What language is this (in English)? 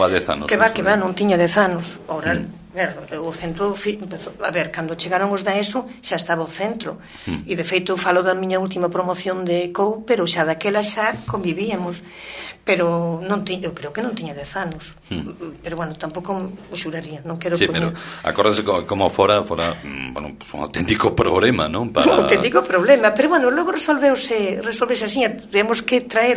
Galician